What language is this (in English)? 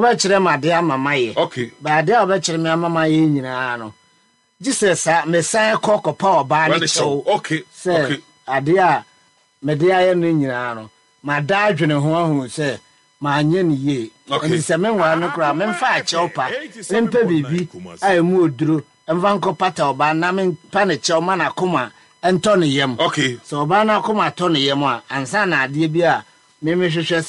Akan